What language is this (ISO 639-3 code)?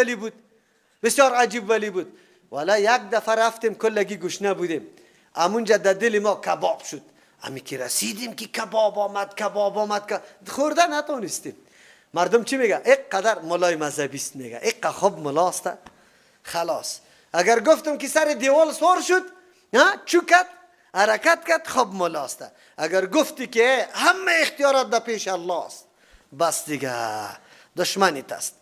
fas